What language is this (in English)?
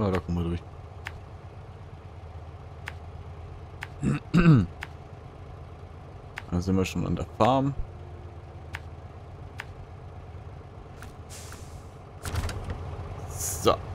German